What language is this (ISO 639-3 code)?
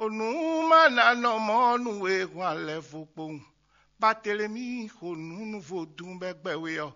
fon